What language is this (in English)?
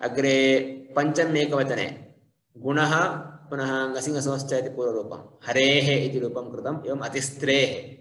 Sanskrit